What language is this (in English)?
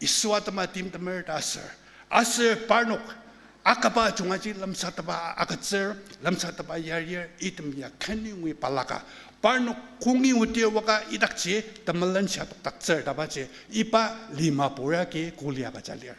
Ao Naga